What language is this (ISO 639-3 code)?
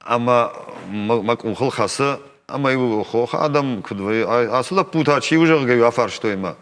oss